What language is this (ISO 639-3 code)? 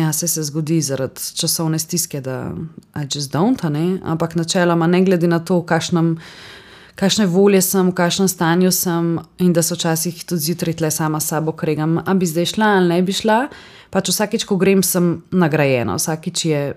slv